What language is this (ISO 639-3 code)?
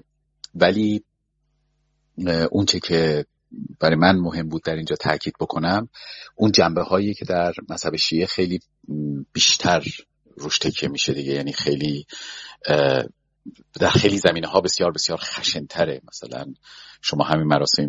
fas